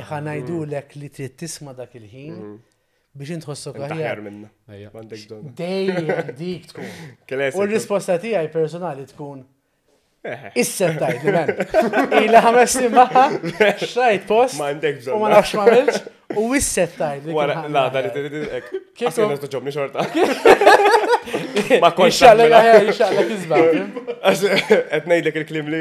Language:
Maltese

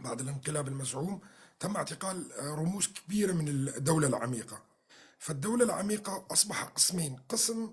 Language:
North Levantine Arabic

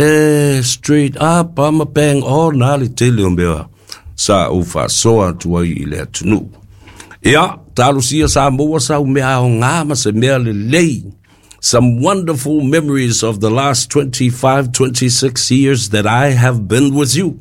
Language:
Samoan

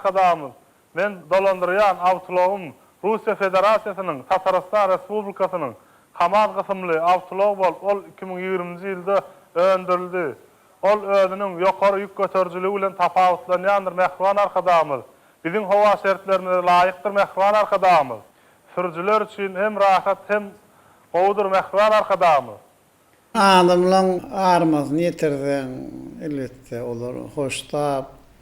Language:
Turkmen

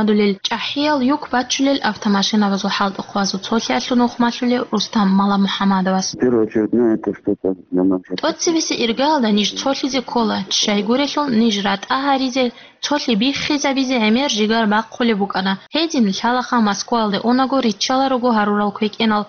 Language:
Avaric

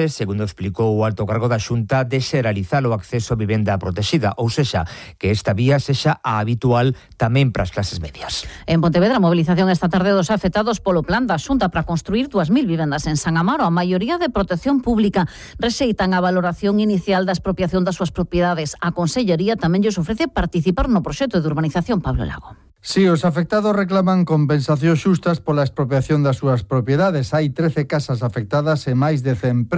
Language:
Galician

